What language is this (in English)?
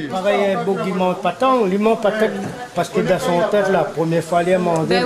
Réunion Creole French